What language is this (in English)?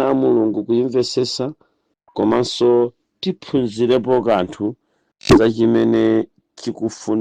Nyanja